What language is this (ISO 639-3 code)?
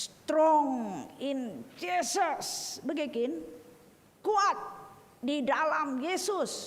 btx